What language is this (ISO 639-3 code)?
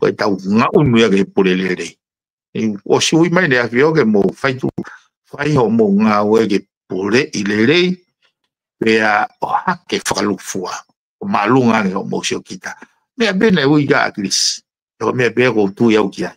ton